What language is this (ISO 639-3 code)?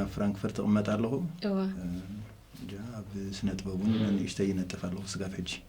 tir